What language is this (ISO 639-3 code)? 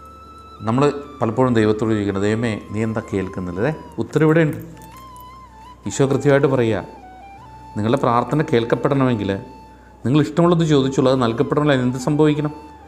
mal